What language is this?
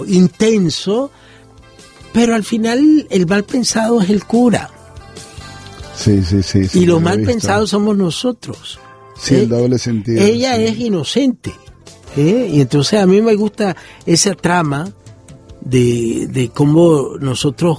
Spanish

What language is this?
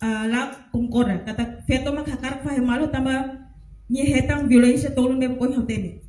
Tetum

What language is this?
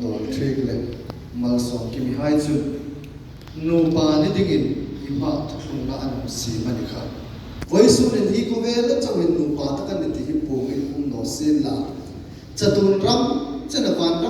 Hmar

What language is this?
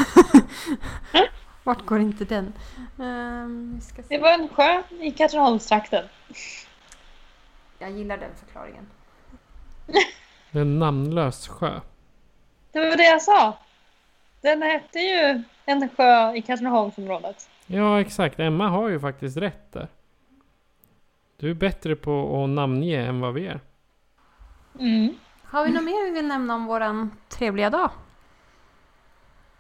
Swedish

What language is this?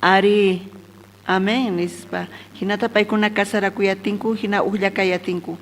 South Bolivian Quechua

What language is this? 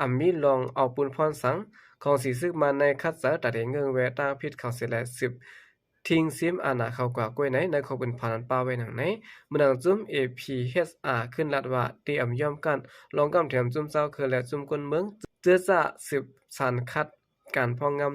Shan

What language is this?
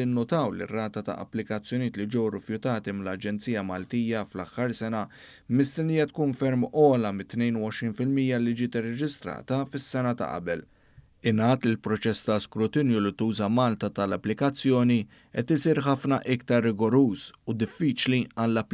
Maltese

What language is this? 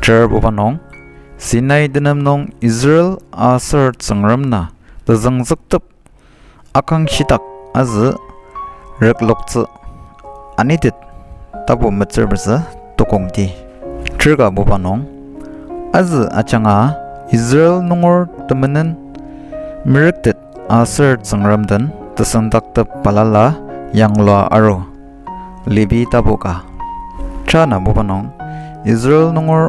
Ao Naga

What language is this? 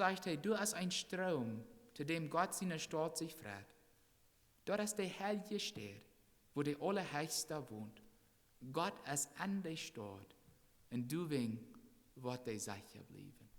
Plautdietsch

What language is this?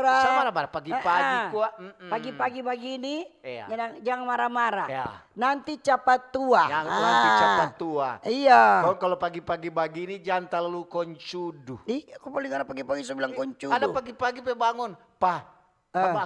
Manado Malay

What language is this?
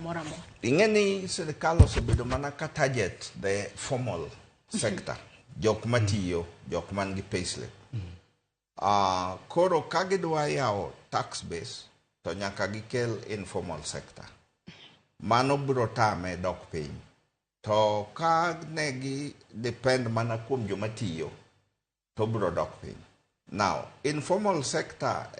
Luo (Kenya and Tanzania)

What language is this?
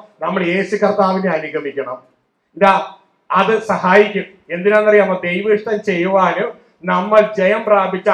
Malayalam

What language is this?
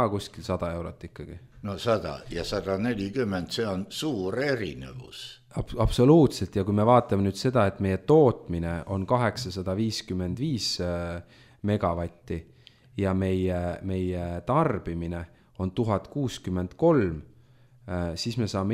Estonian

